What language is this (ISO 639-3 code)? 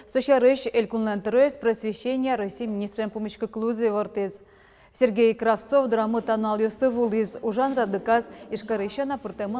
udm